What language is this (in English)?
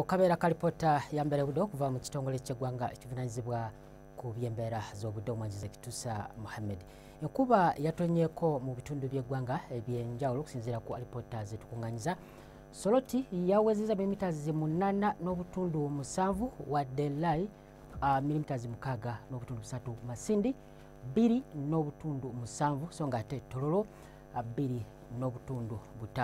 Ganda